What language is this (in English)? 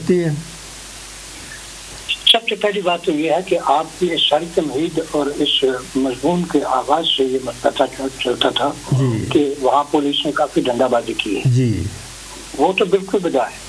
Urdu